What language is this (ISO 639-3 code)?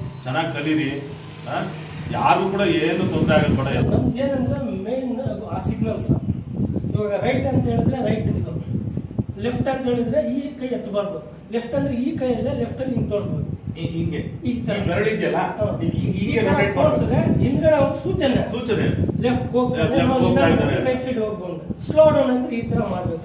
kan